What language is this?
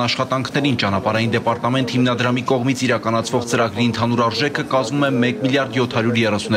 Armenian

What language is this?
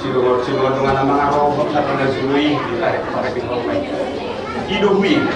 Batak Toba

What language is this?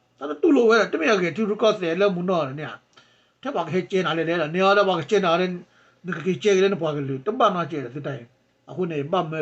S'gaw Karen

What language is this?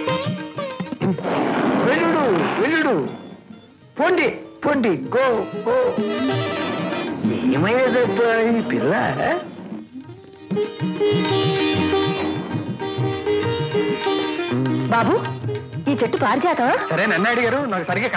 Telugu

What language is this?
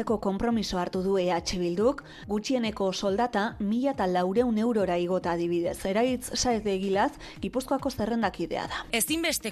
Basque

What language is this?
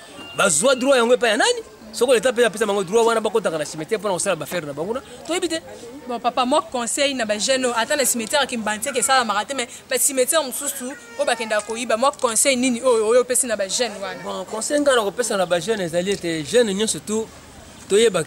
Lingala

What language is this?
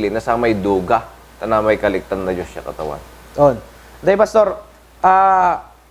Pangasinan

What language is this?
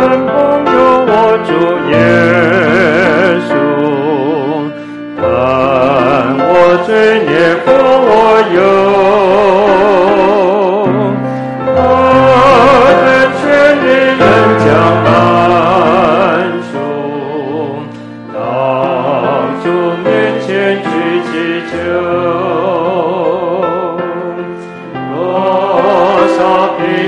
Chinese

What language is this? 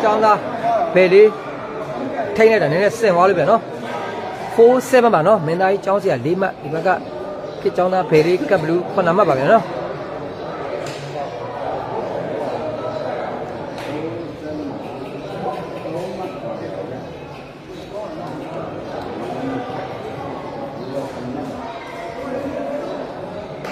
Burmese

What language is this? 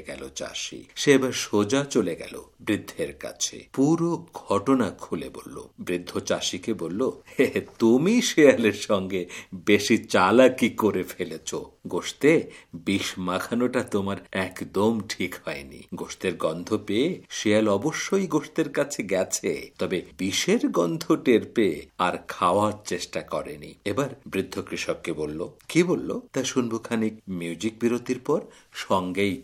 Bangla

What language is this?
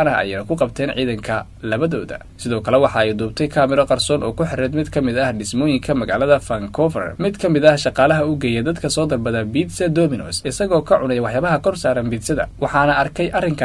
Somali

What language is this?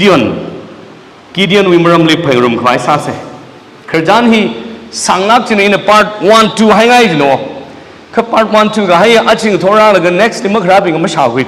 Tangkhul Naga (India)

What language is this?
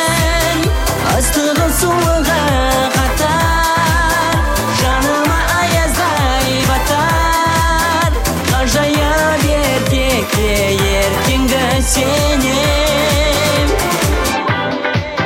Kazakh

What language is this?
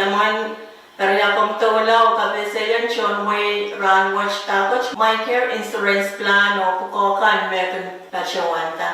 Pohnpeian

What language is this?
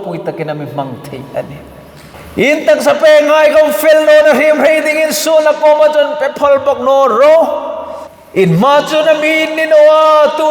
Hmar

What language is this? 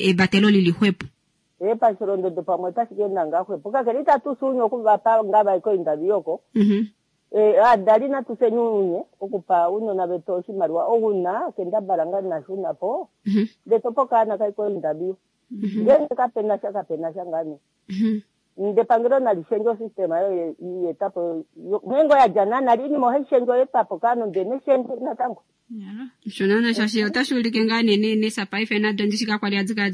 Kuanyama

